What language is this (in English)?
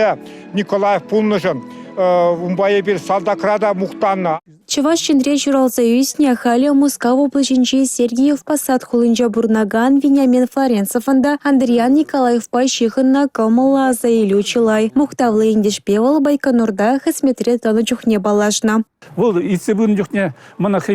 Chuvash